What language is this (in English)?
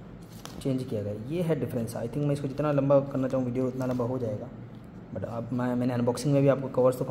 Hindi